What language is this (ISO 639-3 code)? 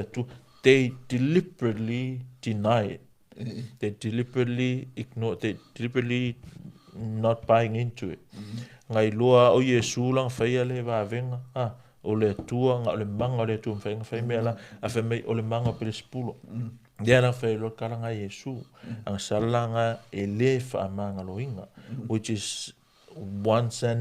smo